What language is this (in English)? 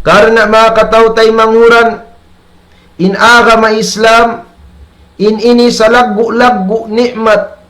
Tausug